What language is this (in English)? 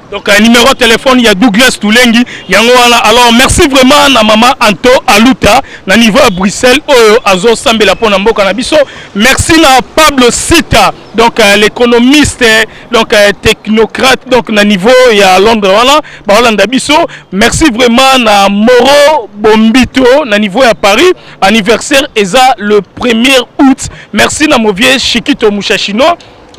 Lingala